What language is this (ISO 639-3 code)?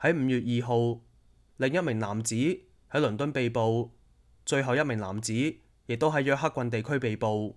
yue